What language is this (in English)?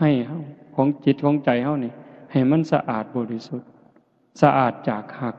Northeastern Thai